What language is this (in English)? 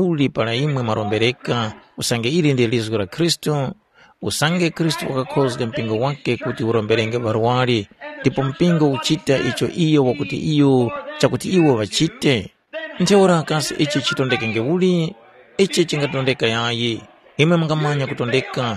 Tumbuka